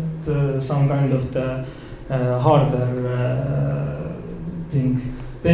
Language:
English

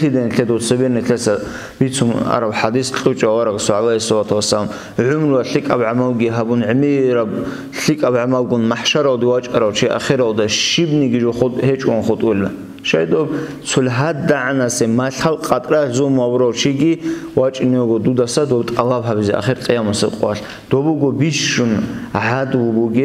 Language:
Avaric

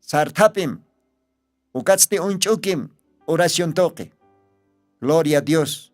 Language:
Aymara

